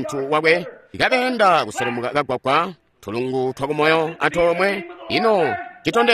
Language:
Tonga (Zambia)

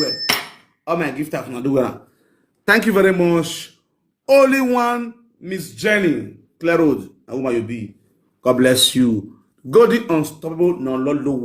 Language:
Nigerian Pidgin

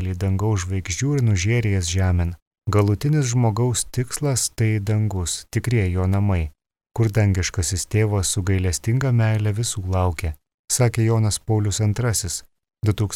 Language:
Lithuanian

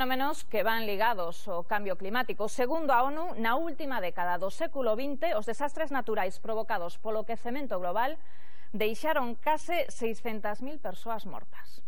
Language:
Galician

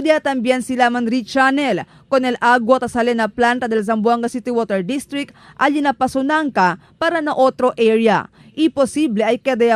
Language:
Chavacano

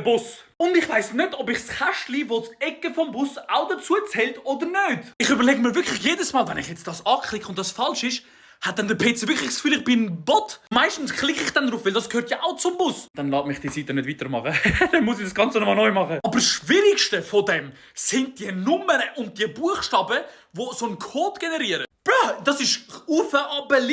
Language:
Swiss German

